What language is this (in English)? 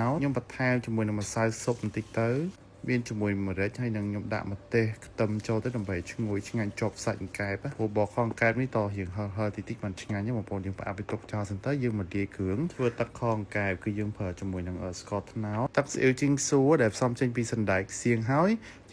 Khmer